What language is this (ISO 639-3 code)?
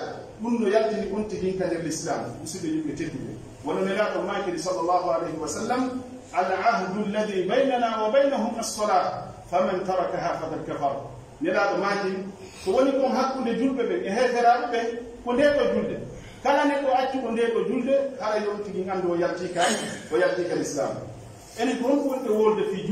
fuf